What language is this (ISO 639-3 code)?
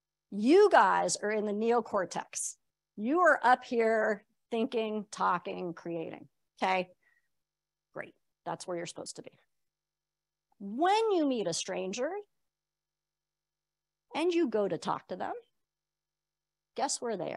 eng